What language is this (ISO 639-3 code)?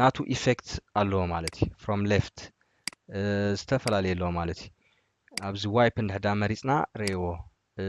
tir